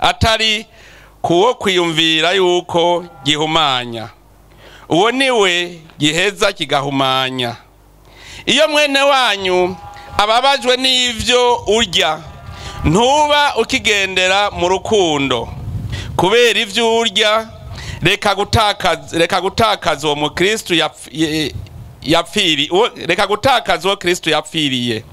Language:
Rundi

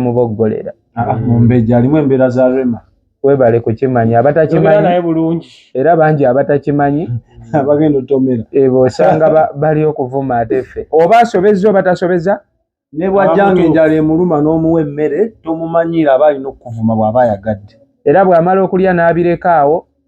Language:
Ganda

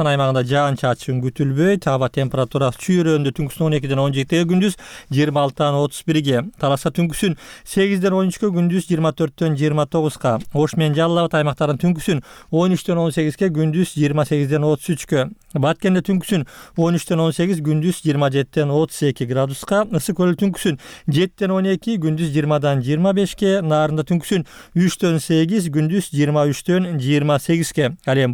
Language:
Kyrgyz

